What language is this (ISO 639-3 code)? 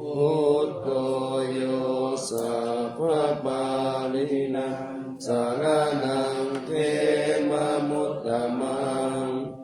pli